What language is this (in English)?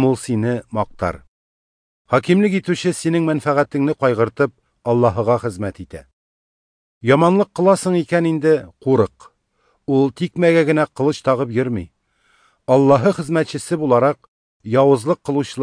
Tatar